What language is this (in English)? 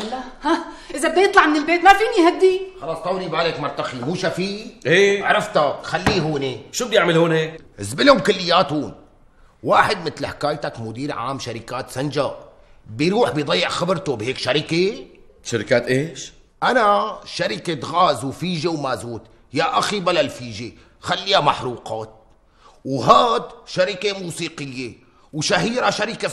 North Levantine Arabic